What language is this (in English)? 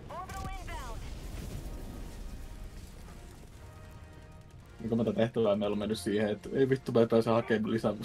Finnish